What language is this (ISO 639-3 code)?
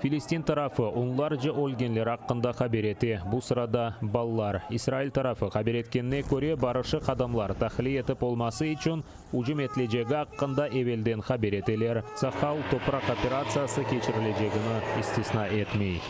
crh